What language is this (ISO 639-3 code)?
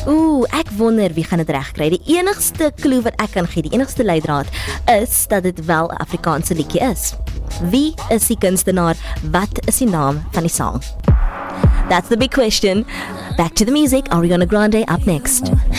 afr